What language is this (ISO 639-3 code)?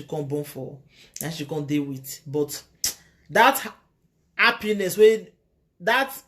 pcm